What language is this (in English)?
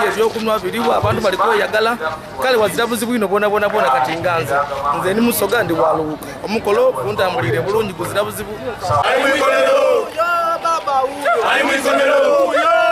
Soga